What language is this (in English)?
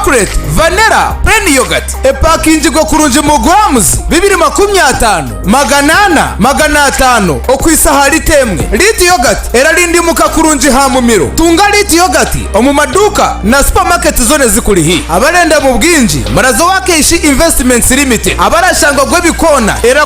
Nyankole